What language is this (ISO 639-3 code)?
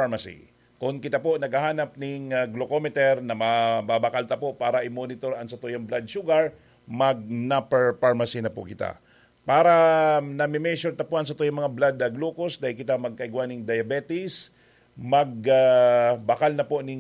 bik